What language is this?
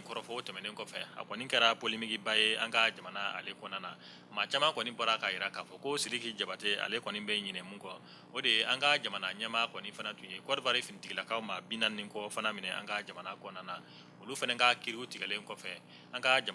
Bambara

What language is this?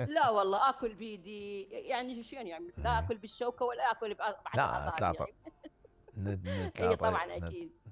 Mesopotamian Arabic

